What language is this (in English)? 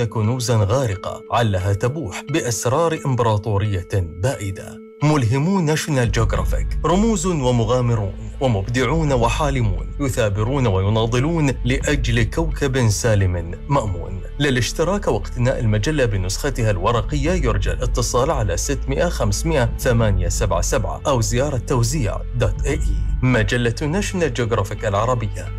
Arabic